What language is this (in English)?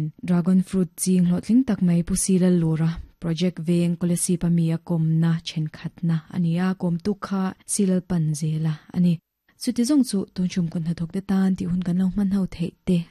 Mizo